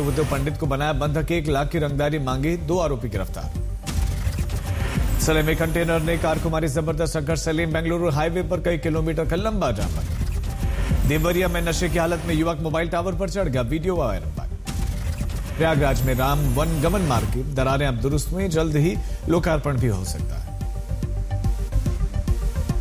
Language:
Hindi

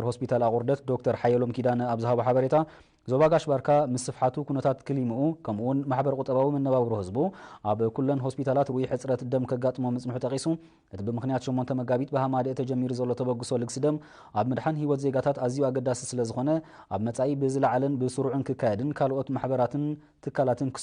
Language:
Tigrinya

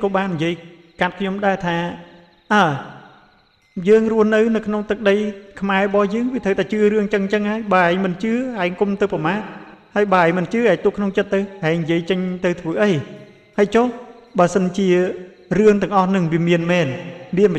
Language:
Khmer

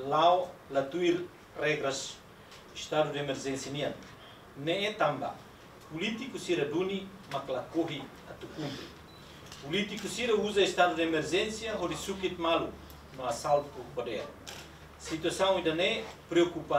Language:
Tetum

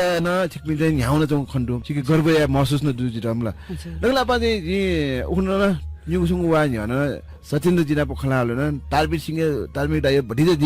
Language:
Newari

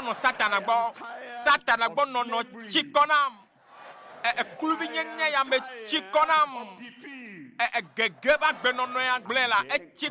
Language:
Ewe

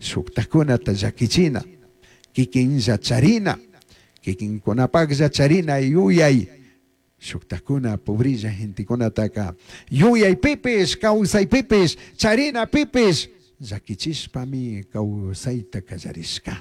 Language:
Chimborazo Highland Quichua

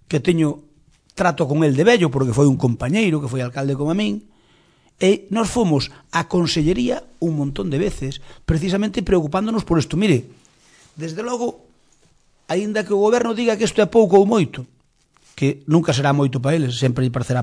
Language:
Galician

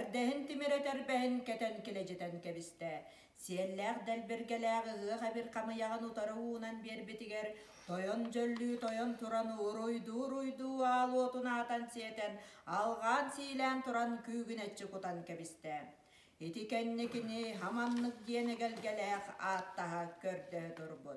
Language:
Yakut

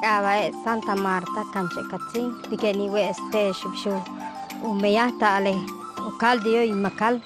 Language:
Yucateco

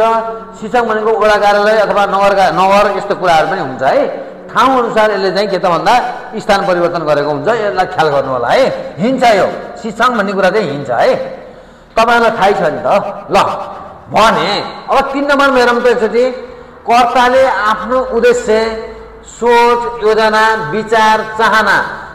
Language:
Nepali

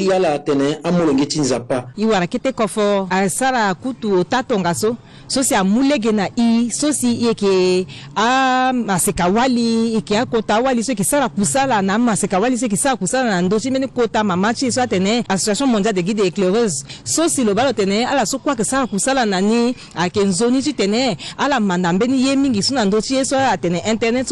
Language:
Sango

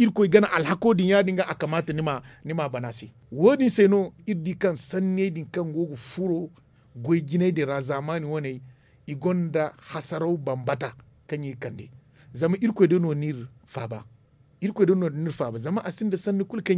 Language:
Zarma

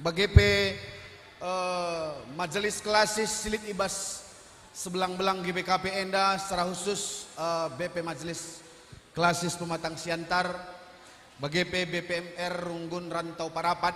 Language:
Batak Karo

